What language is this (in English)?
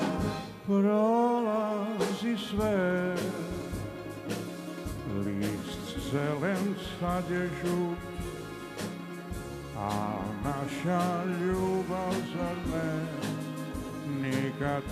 Serbian